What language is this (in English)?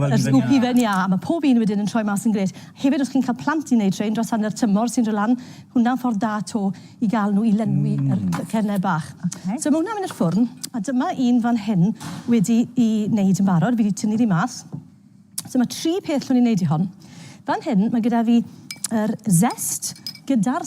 Welsh